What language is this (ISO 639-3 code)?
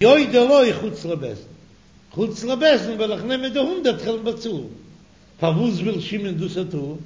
yid